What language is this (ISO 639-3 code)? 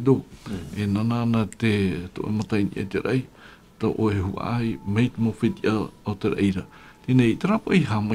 tah